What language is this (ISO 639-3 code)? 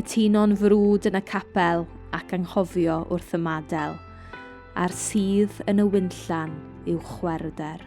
cym